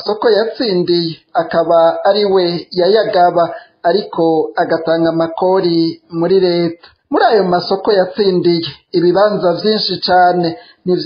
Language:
Rundi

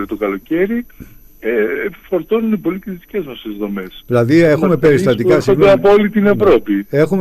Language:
Greek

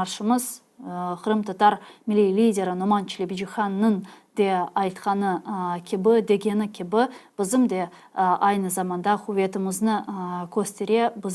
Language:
Crimean Tatar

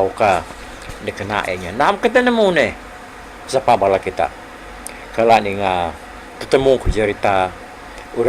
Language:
Iban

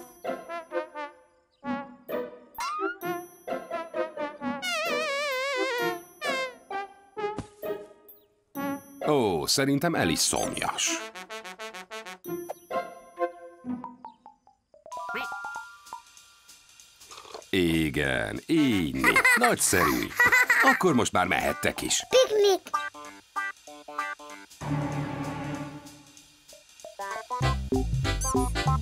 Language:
Hungarian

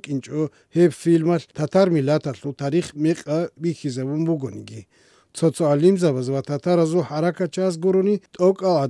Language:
Avaric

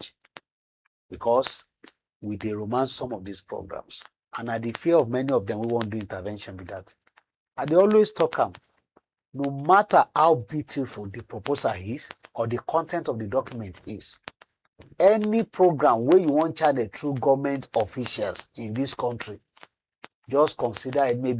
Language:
Nigerian Pidgin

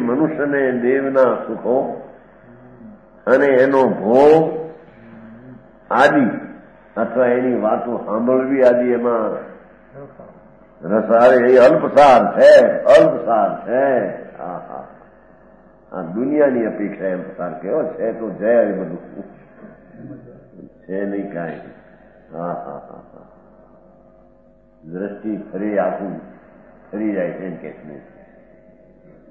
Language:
Gujarati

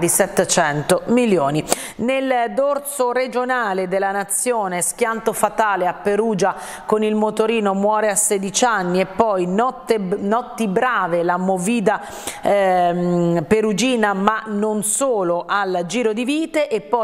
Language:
Italian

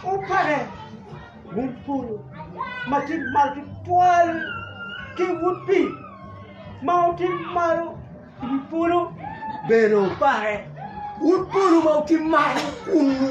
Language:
Acoli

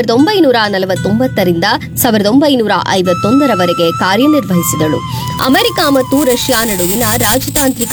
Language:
Kannada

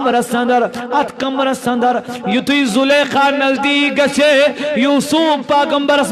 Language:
Kashmiri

